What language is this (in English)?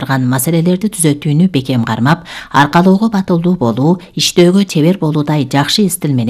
Kyrgyz